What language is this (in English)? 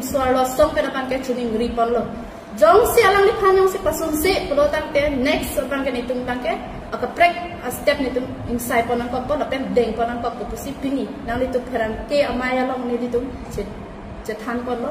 Karbi